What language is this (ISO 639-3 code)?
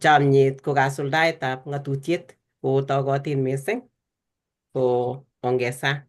kln